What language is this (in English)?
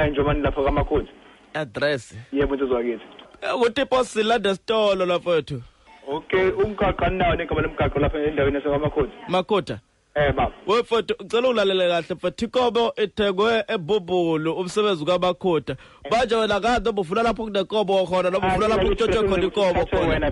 Zulu